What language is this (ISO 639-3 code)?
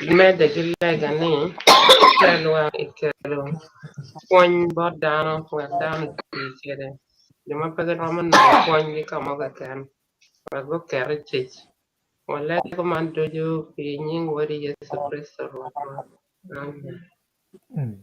ach